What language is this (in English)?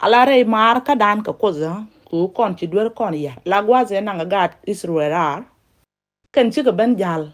Nuer